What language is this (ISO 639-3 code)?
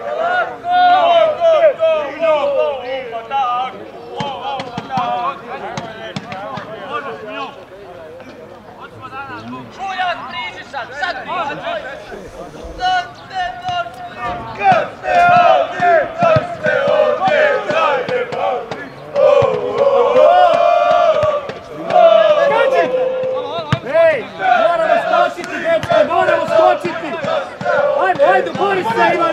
hrv